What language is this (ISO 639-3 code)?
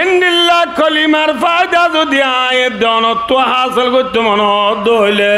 rhg